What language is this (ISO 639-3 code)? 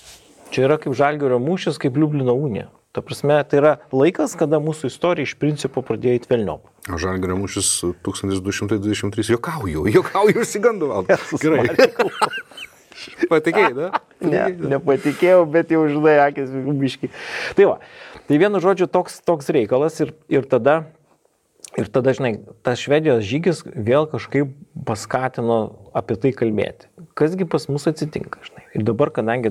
lit